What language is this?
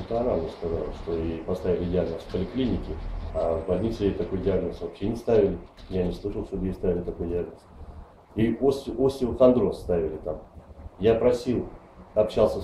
Russian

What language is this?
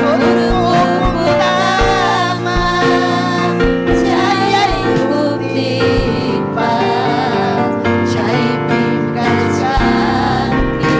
Ayacucho Quechua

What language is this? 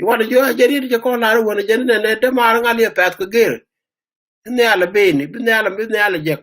Nuer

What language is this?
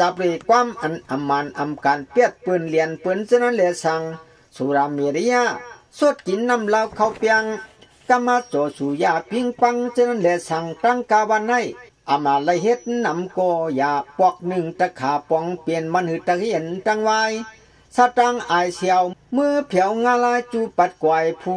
Shan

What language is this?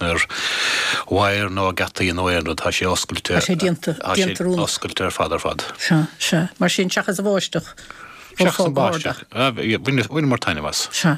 Irish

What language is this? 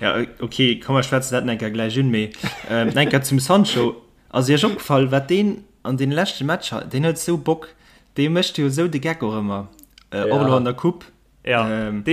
Luxembourgish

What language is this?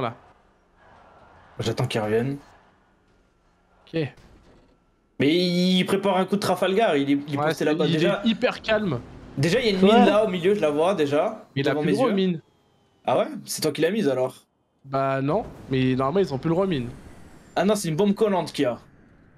French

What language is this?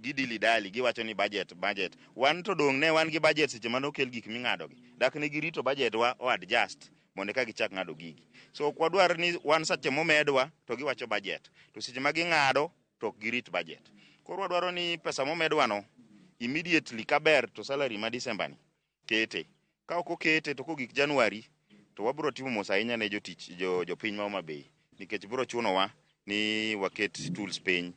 Luo (Kenya and Tanzania)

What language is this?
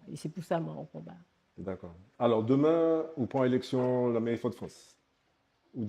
Guadeloupean Creole French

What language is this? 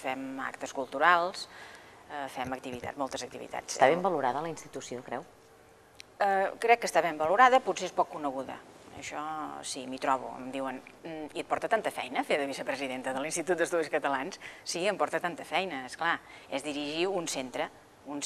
Catalan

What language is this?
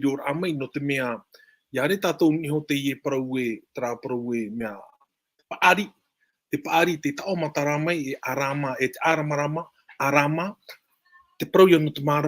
Tahitian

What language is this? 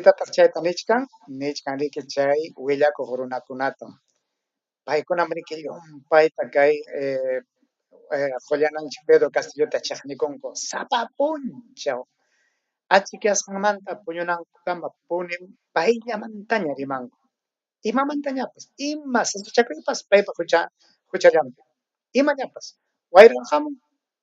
Ayacucho Quechua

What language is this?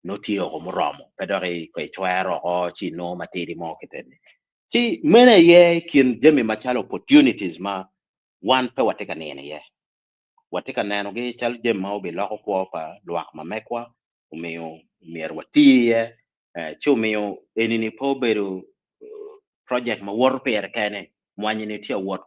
Acoli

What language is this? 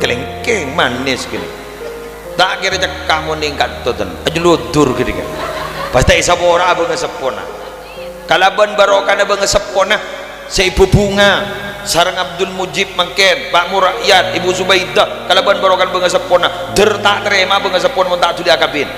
Madurese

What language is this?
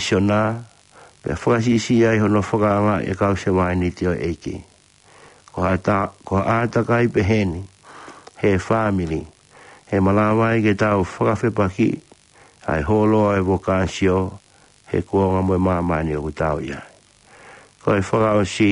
Tongan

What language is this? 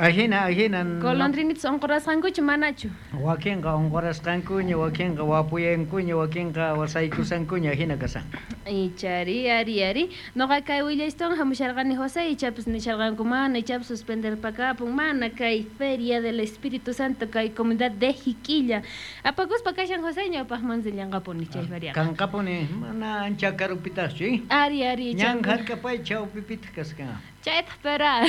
South Bolivian Quechua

